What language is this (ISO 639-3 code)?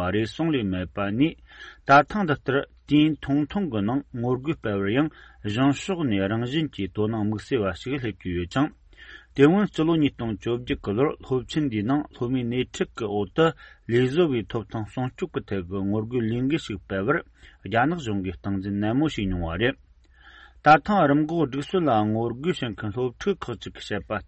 bod